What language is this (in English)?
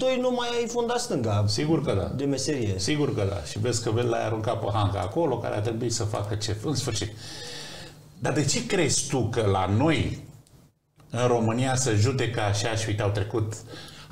Romanian